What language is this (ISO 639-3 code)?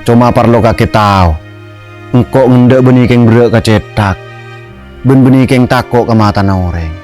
mad